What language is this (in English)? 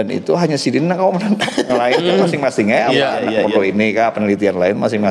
Banjar